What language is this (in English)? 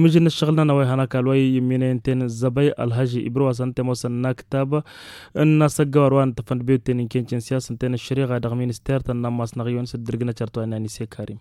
Tamasheq